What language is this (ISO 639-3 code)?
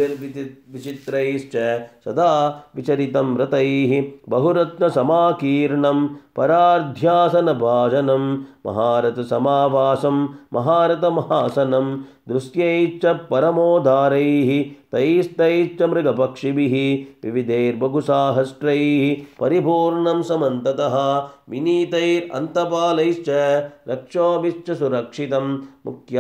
san